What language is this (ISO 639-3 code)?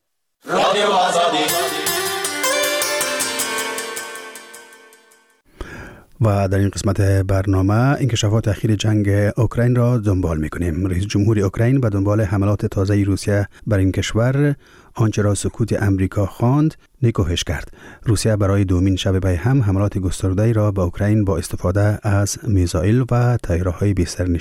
fas